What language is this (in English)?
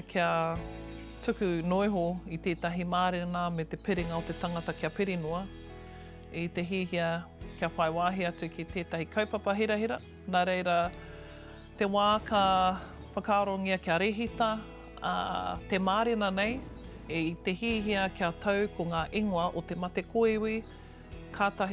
Māori